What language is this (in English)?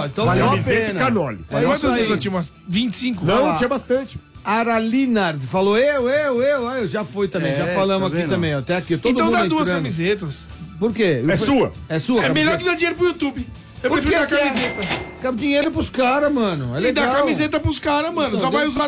Portuguese